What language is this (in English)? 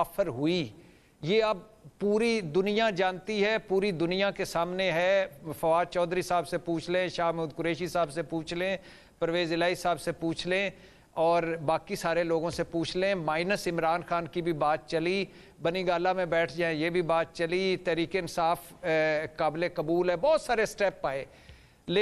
Urdu